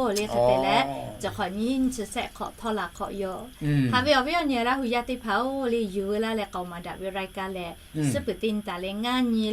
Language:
Lahu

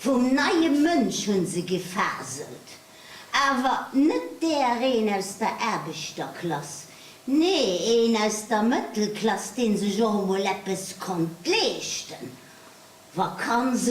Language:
Luxembourgish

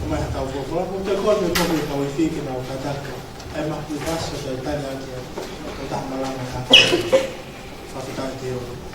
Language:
Tongan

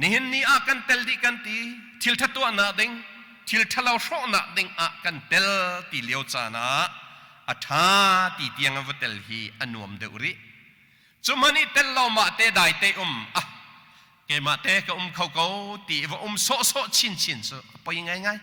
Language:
Hakha Chin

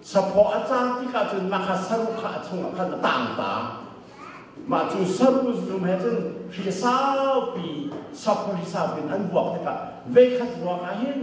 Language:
Hakha Chin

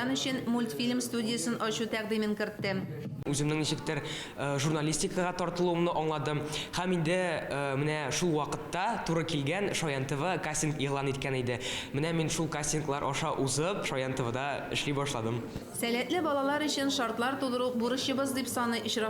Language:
Tatar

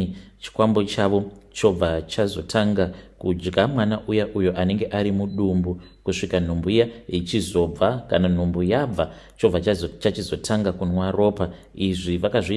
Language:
Shona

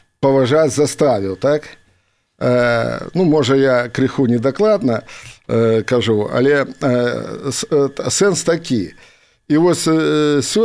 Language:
Belarusian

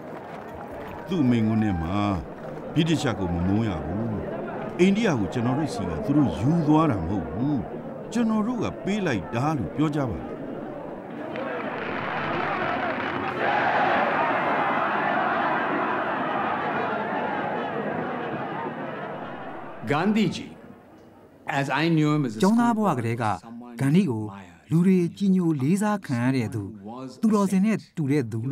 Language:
Burmese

